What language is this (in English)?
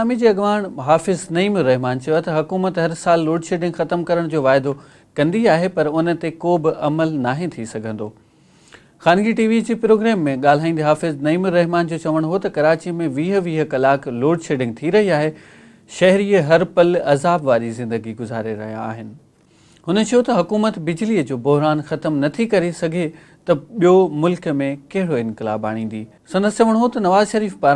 Sindhi